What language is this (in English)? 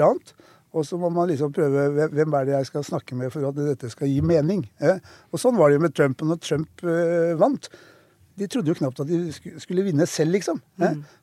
Norwegian